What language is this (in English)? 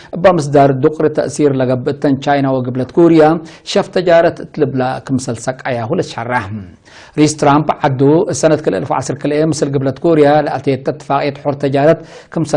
Tigre